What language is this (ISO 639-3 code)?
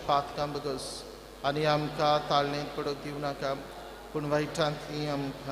kok